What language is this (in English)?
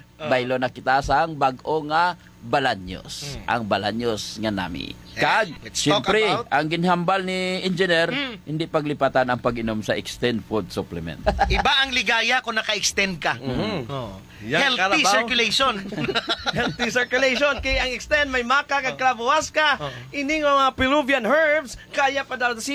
Hiligaynon